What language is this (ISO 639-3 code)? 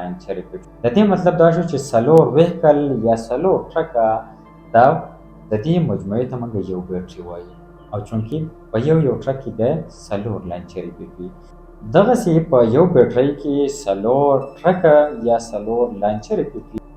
pus